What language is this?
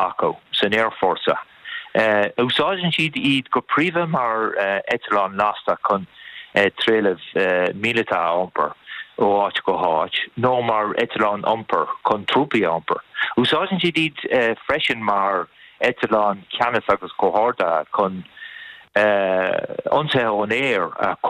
Irish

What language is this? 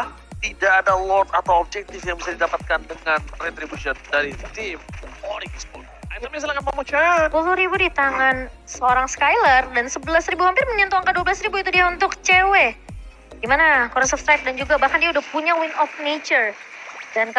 Indonesian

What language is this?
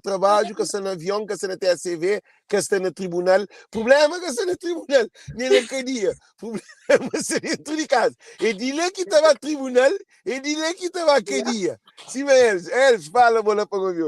Kabuverdianu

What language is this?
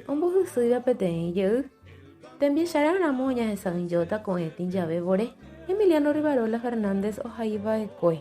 Guarani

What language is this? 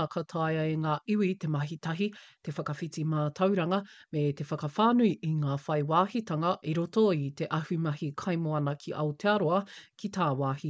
Māori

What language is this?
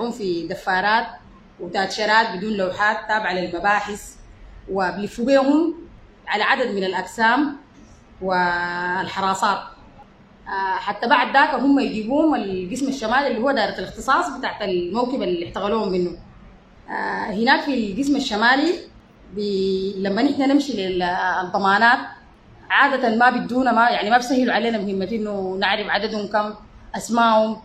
Sudanese Arabic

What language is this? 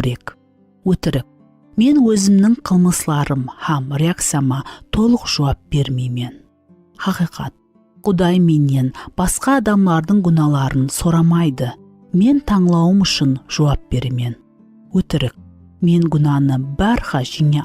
Kara-Kalpak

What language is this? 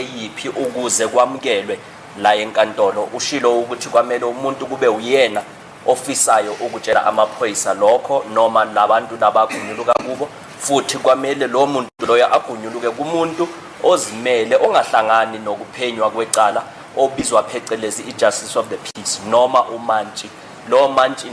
Zulu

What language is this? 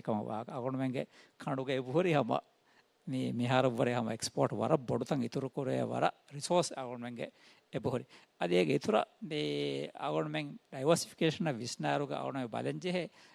Divehi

